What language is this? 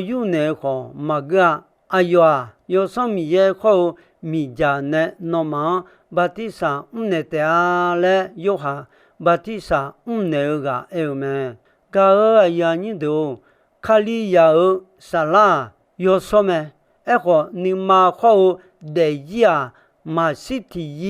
Akha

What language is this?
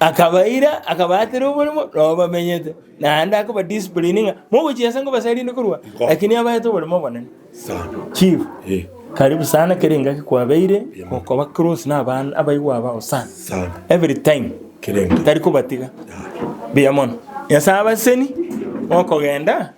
Gusii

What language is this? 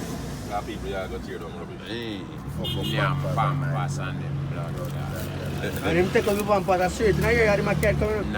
Jamaican Creole English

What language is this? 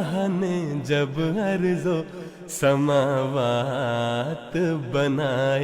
Macedonian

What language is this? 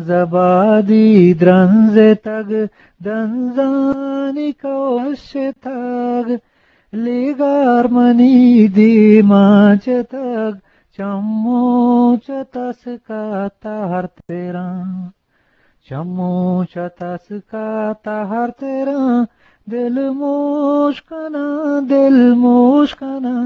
Eastern Balochi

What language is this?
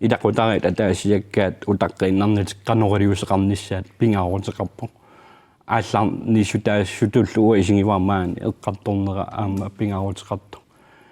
Kalaallisut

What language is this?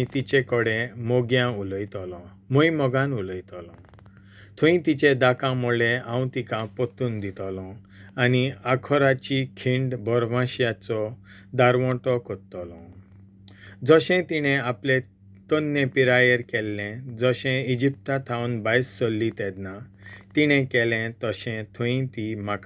Konkani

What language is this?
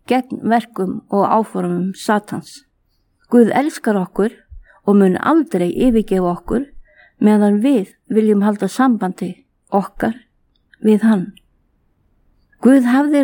Icelandic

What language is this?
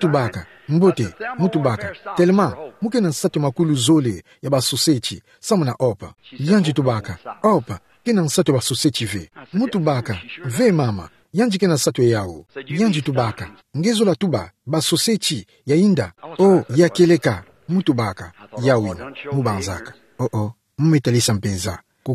Kituba (Democratic Republic of Congo)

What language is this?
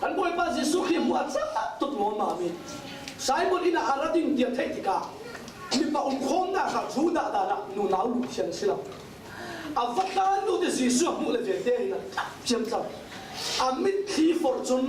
Falam Chin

